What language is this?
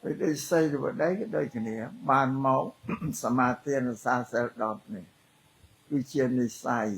Khmer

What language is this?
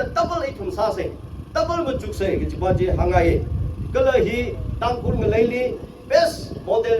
Tangkhul Naga (India)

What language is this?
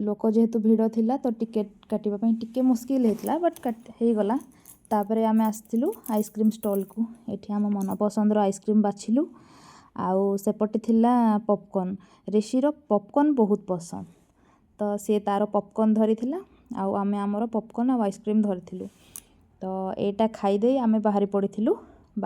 Odia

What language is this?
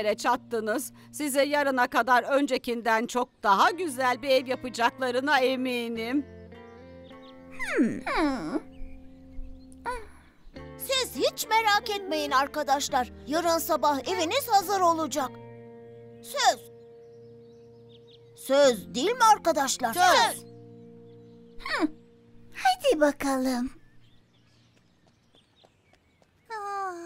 Turkish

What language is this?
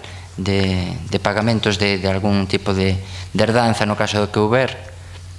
Galician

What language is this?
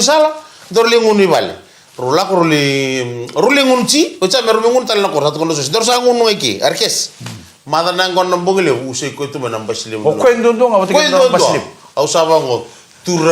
Fijian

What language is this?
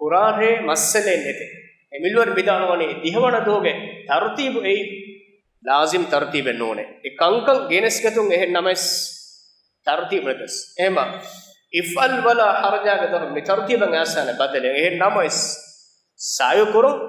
Divehi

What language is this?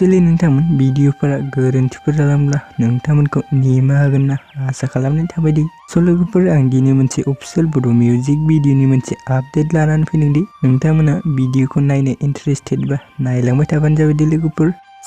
Bodo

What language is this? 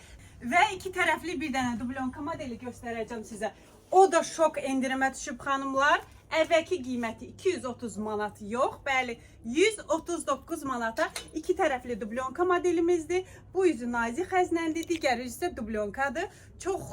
Azerbaijani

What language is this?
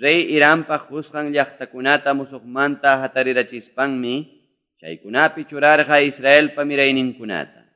Quechua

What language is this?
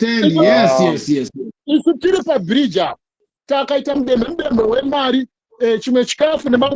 Shona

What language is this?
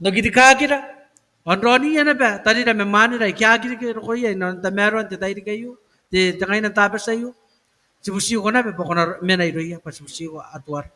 Gilbertese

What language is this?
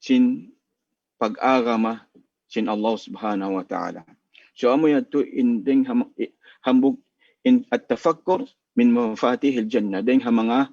Tausug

